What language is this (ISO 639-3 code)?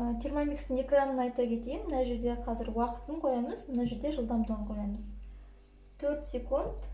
kaz